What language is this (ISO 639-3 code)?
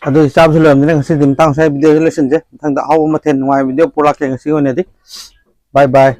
mni